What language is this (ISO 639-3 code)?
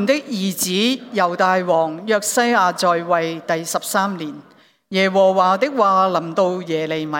yue